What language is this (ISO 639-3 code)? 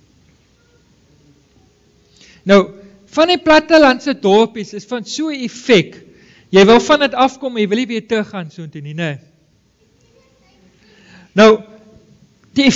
afr